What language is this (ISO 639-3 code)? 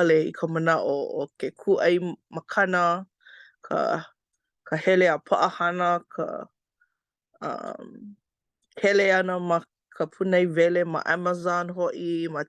haw